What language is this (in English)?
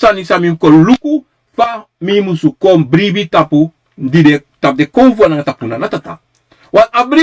Sranan Tongo